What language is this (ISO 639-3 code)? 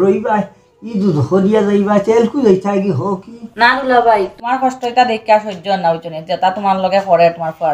syl